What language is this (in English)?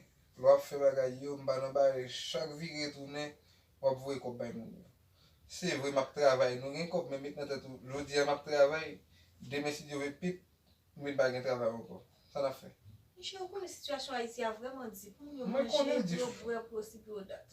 Haitian Creole